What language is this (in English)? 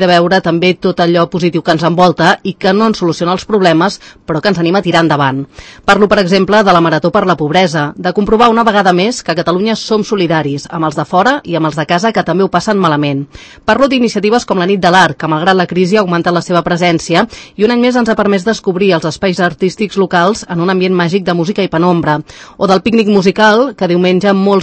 Catalan